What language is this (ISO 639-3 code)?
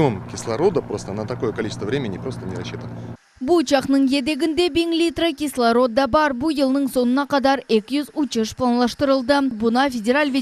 crh